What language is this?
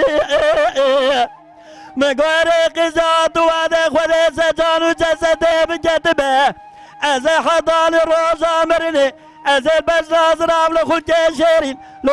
Kurdish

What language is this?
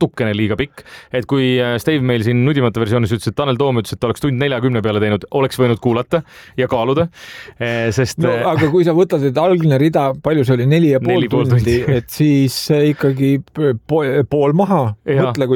Estonian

